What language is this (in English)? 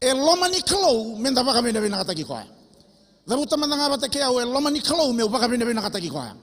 Fijian